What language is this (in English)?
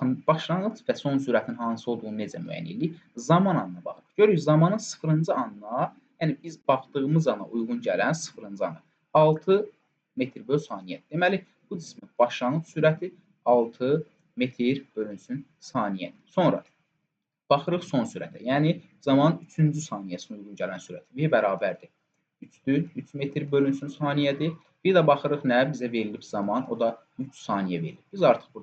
Azerbaijani